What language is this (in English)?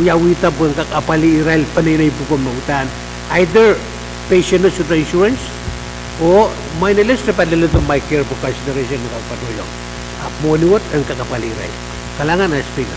Pohnpeian